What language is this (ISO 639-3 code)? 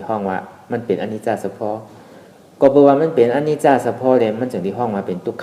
shn